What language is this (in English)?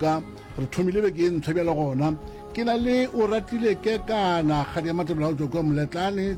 Northern Sotho